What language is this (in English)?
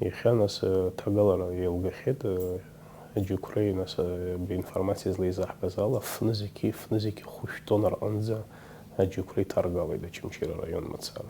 Abkhazian